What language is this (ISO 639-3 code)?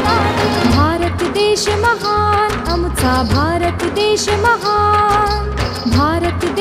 mar